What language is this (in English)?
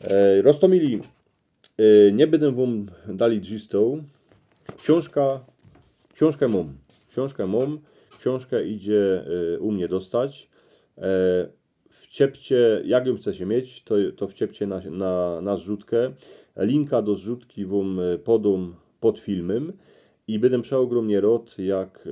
Silesian